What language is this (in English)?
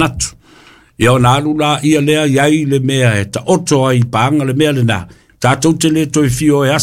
Samoan